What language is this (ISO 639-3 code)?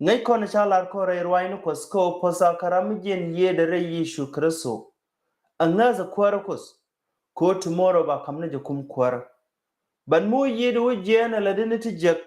nus